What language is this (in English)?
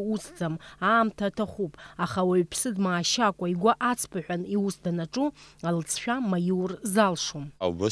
Abkhazian